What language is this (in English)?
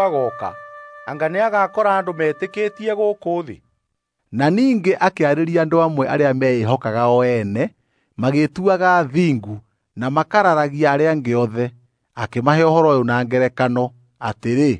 Kikuyu